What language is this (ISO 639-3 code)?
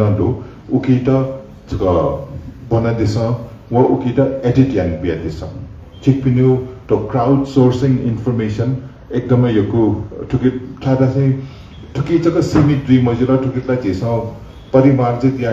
new